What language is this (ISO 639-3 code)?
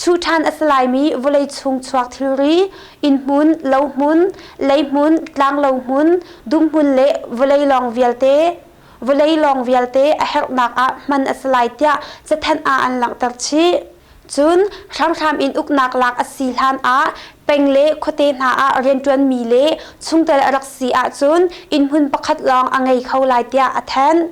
cnh